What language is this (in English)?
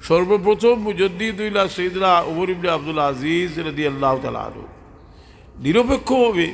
Sylheti